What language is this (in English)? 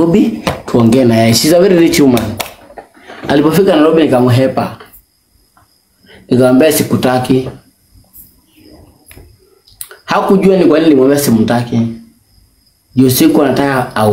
Swahili